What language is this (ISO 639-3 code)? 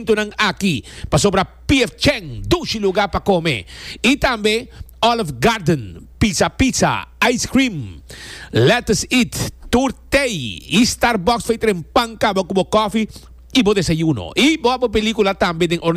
pap